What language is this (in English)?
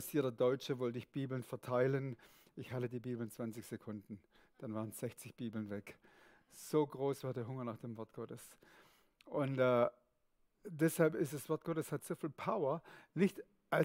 Swiss German